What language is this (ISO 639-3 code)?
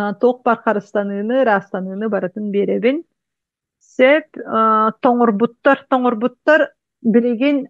sah